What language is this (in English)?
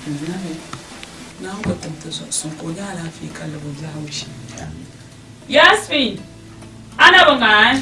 Dagbani